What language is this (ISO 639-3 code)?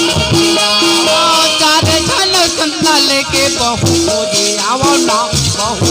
hne